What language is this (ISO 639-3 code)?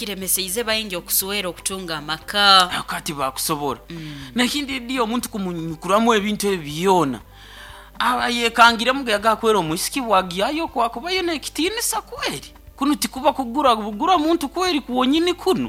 nyo